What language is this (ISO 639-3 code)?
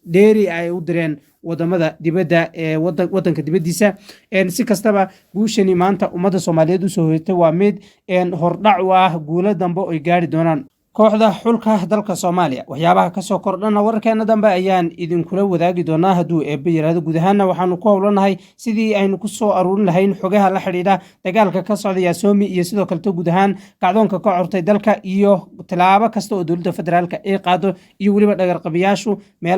som